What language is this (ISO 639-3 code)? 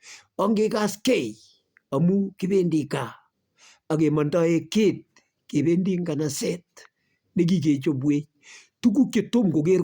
kln